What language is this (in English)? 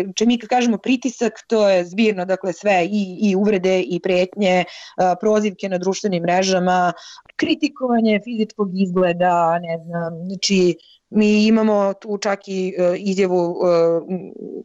Serbian